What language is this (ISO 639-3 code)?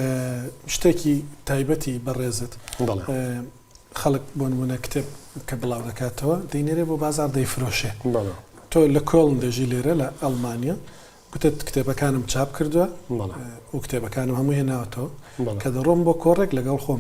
ckb